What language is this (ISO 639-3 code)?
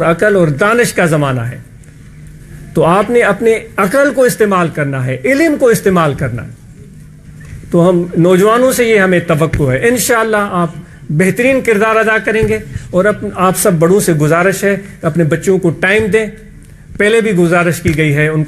urd